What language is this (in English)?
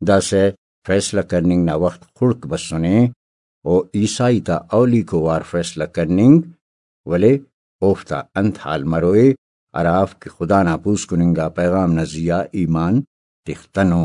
Brahui